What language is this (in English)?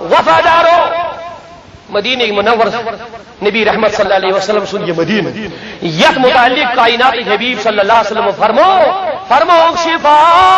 Kashmiri